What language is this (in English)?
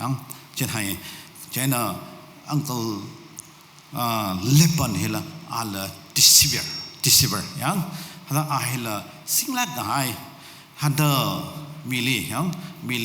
Tangkhul Naga (India)